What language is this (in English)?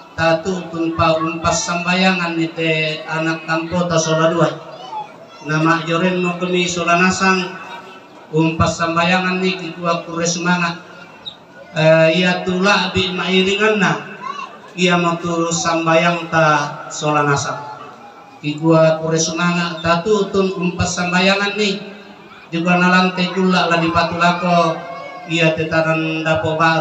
Toraja-Sa'dan